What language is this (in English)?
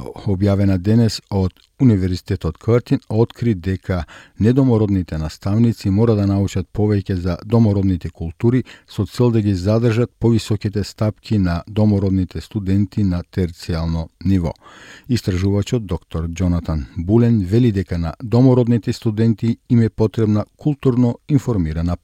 Macedonian